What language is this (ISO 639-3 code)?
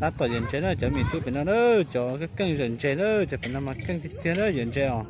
hmn